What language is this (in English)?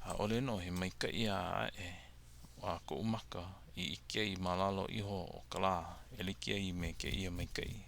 Hawaiian